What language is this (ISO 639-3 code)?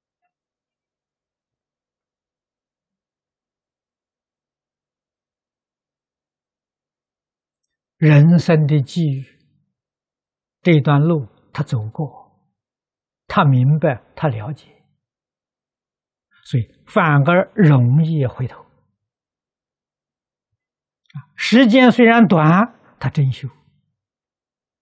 zho